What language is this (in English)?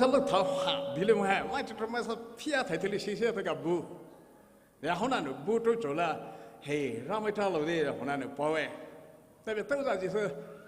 Poumei Naga